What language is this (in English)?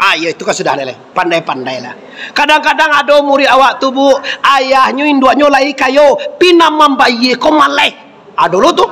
Minangkabau